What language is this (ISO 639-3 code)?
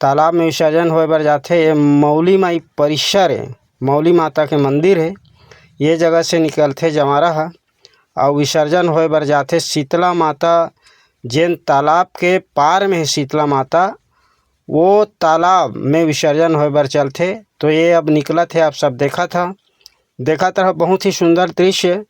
hne